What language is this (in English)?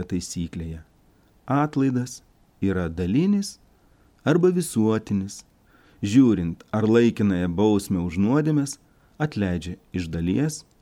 Lithuanian